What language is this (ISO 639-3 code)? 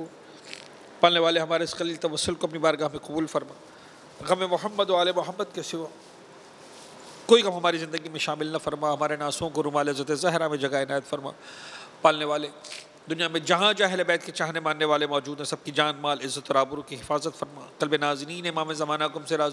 urd